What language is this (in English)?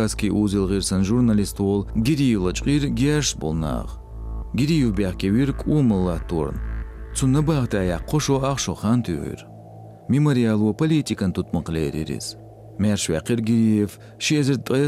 Chechen